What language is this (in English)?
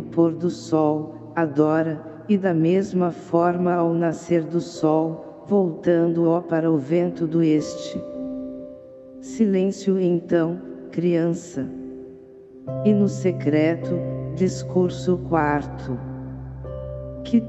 Portuguese